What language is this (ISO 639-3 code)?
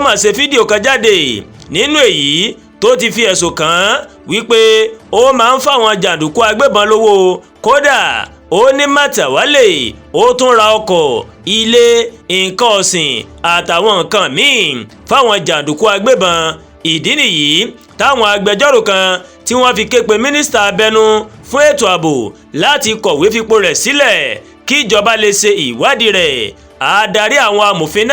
yor